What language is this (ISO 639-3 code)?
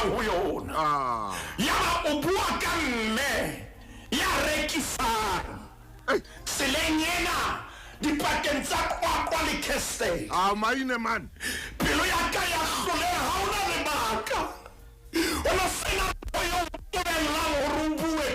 sot